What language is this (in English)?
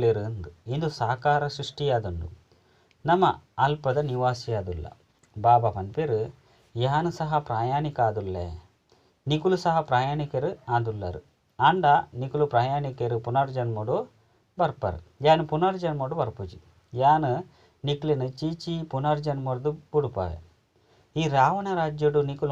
Tulu